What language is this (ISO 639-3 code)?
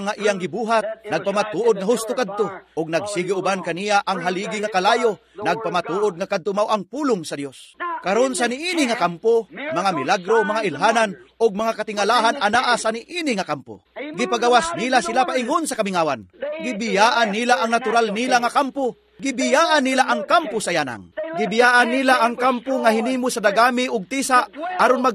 ceb